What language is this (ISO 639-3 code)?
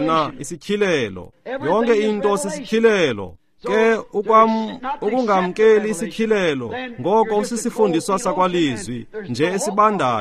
xho